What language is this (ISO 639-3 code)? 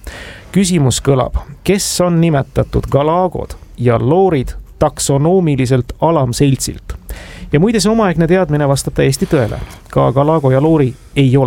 est